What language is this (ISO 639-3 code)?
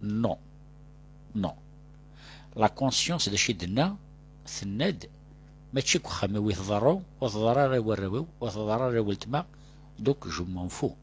kab